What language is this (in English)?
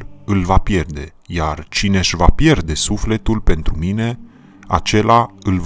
Romanian